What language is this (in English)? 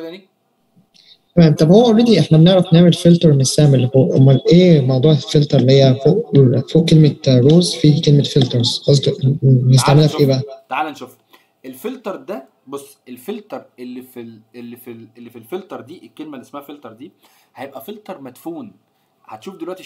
Egyptian Arabic